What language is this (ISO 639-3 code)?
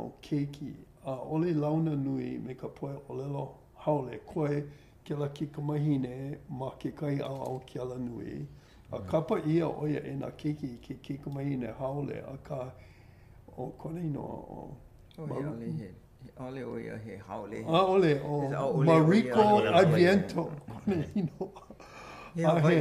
haw